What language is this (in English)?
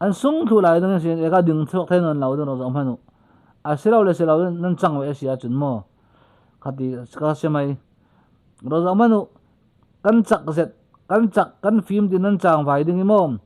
Falam Chin